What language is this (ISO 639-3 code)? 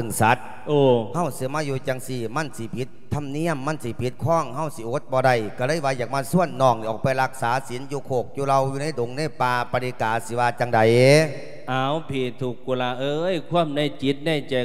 lao